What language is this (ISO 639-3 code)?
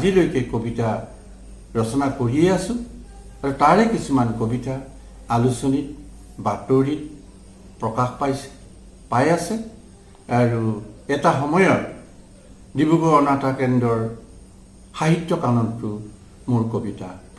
asm